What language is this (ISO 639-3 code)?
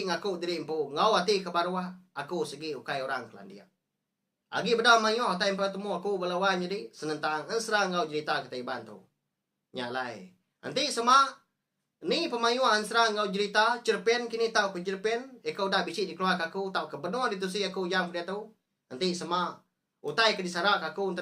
iba